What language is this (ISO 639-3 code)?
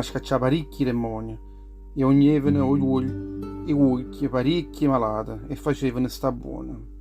nap